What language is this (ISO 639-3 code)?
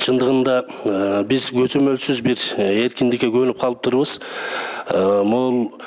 kir